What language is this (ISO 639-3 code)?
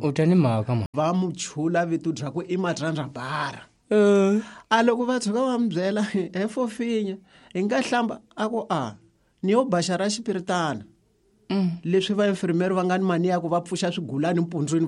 tso